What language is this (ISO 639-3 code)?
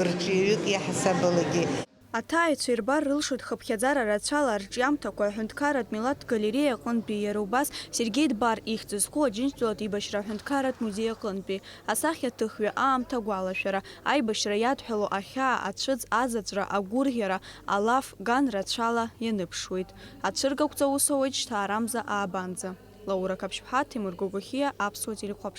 abk